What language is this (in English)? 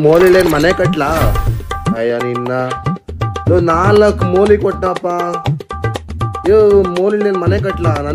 Kannada